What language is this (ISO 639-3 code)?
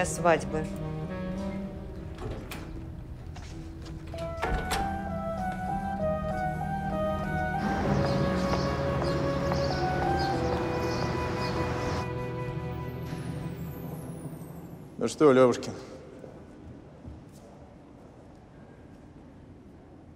rus